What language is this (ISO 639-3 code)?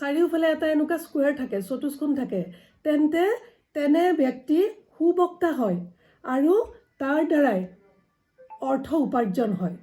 asm